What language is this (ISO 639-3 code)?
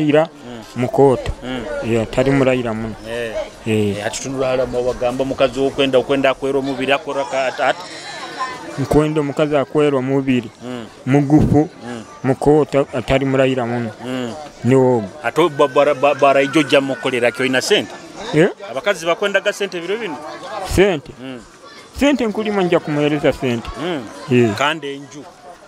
nyo